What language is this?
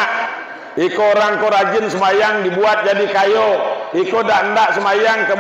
Minangkabau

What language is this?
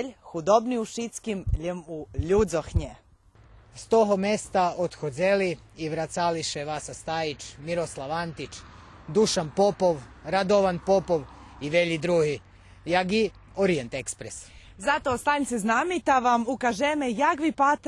Rusyn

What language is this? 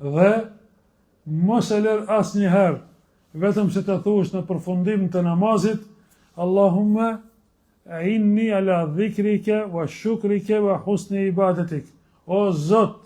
Albanian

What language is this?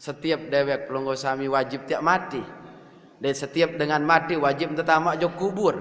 Sasak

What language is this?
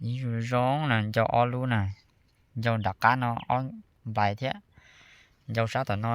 Hmong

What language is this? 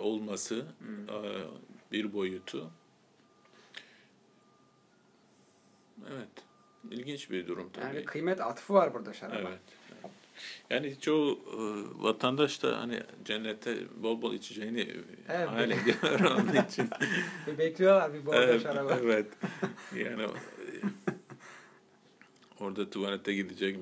Turkish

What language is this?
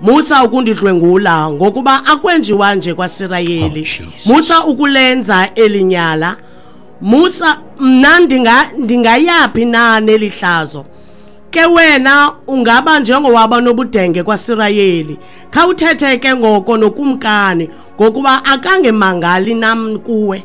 Xhosa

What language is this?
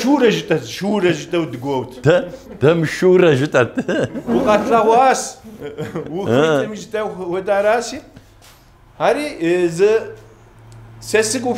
Kabardian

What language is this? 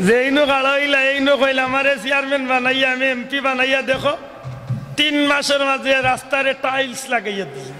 Sylheti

